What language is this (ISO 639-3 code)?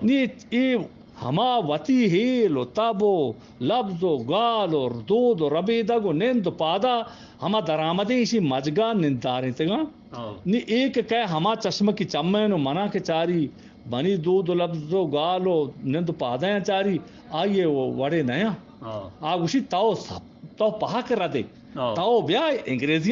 bgp